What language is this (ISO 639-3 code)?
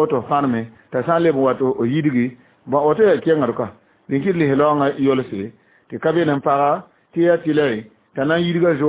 mos